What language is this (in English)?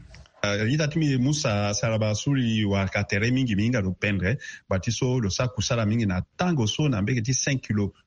Sango